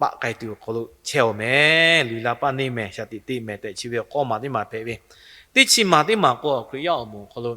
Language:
Lahu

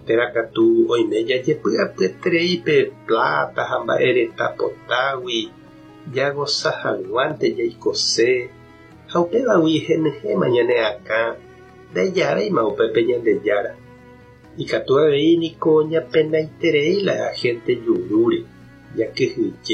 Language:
Guarani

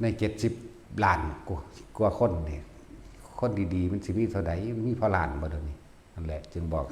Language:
Northeastern Thai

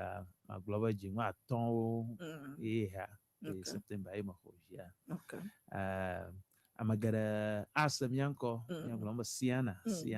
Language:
Ewe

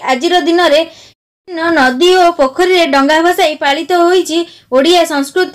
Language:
Odia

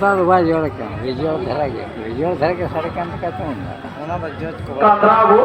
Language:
Santali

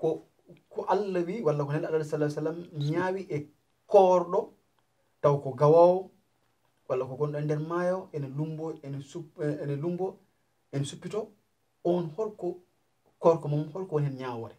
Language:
Fula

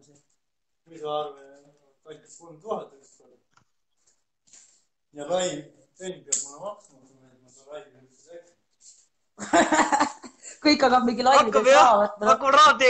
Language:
Estonian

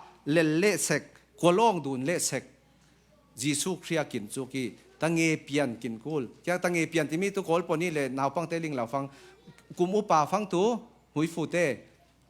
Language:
Falam Chin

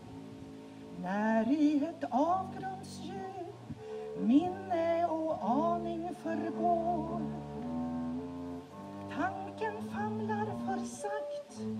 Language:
Swedish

